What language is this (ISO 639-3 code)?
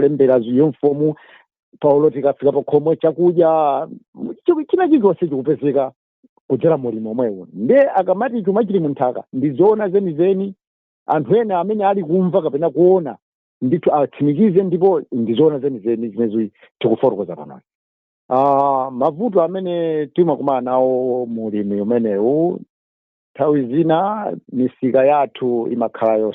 nya